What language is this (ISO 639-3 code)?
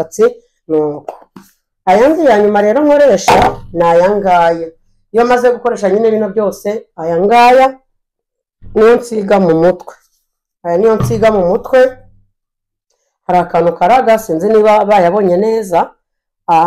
kin